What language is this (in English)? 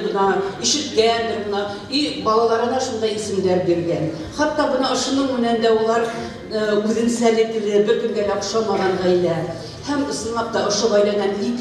Bashkir